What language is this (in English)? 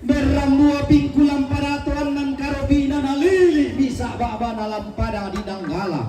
Toraja-Sa'dan